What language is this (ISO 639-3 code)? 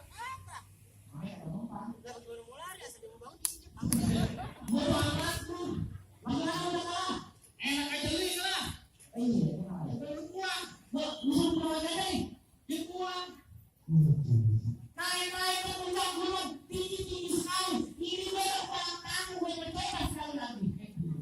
bew